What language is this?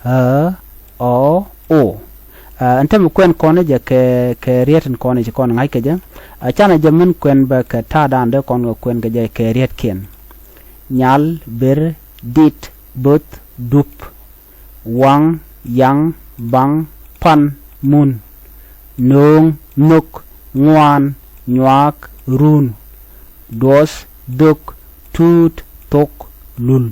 Nuer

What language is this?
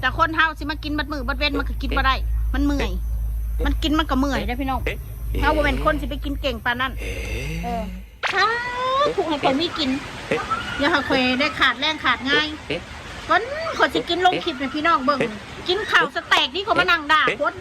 Lao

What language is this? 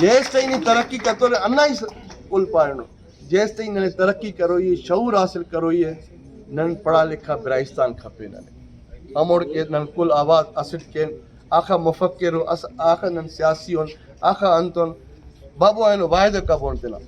Brahui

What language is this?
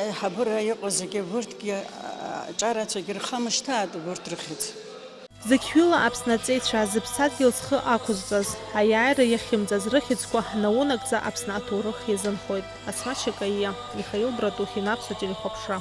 Abkhazian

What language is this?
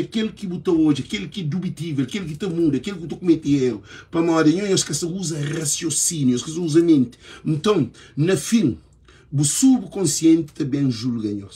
Kabuverdianu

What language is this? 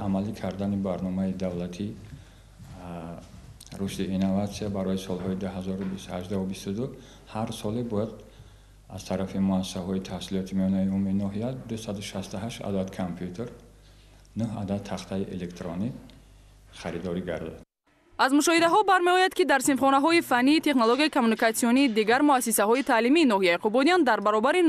Tajik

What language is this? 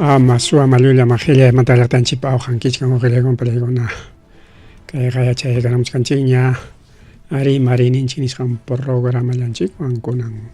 Ayacucho Quechua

